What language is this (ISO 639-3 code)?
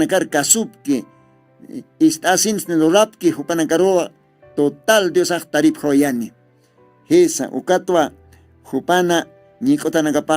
aym